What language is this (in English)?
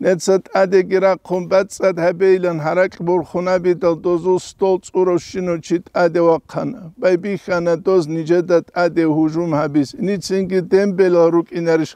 Avaric